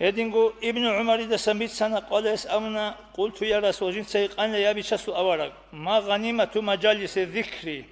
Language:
Avaric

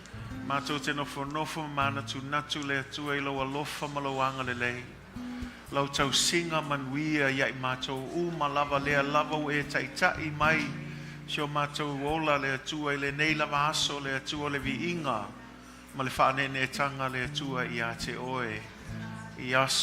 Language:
Samoan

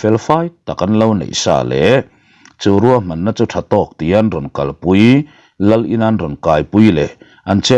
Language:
Mizo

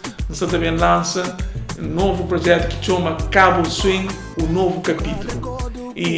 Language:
Kabuverdianu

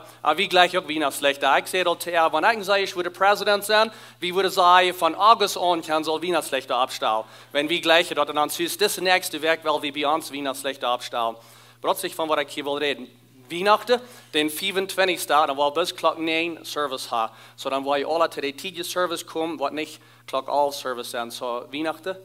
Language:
Plautdietsch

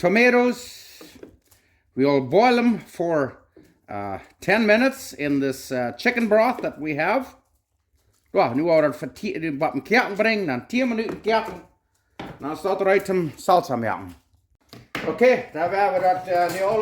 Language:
Plautdietsch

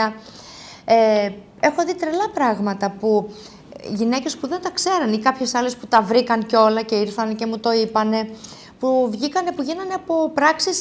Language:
Greek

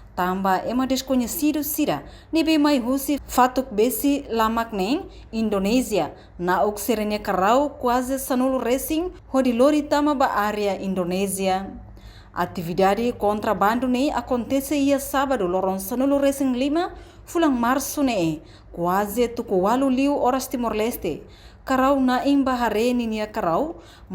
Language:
Tetum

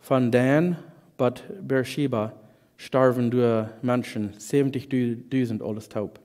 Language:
Plautdietsch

